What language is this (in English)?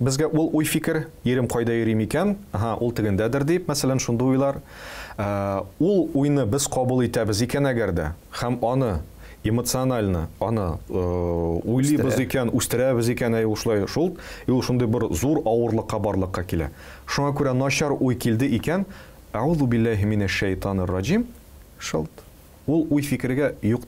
Tatar